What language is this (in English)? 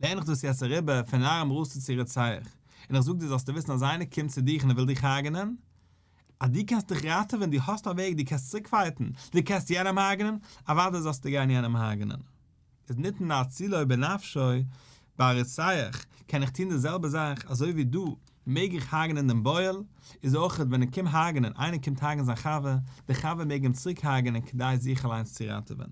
Yiddish